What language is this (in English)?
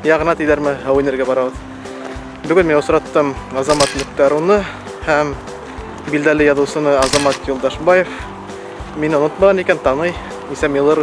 Bashkir